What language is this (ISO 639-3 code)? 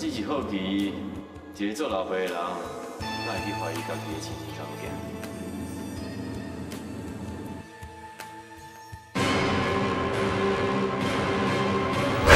nan